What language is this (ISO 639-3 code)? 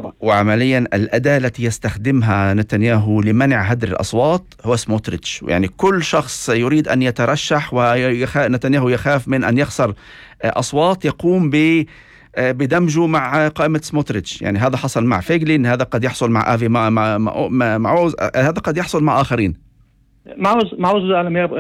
apc